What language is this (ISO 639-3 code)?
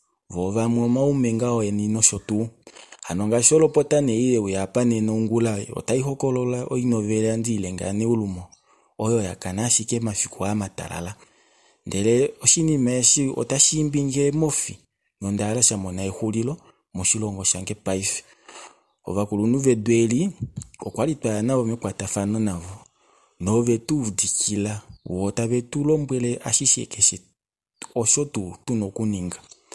kua